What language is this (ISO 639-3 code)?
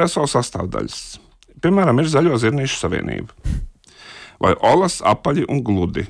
lav